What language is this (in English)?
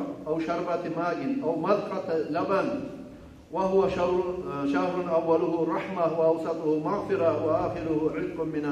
Kumyk